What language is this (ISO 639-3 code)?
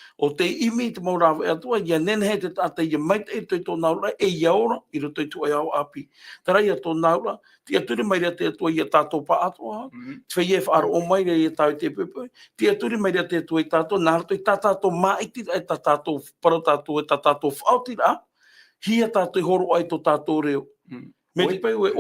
tah